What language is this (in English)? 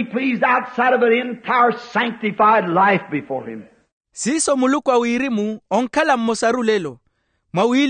Makhuwa